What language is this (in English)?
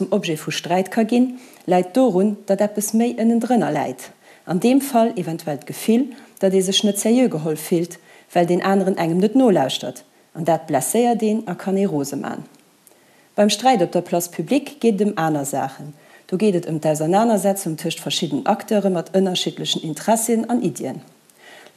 Luxembourgish